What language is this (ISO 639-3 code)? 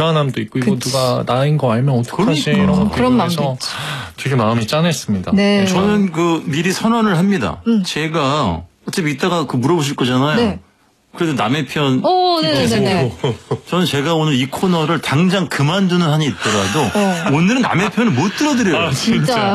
kor